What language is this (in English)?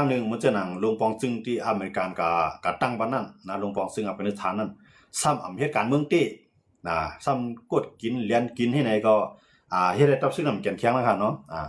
Shan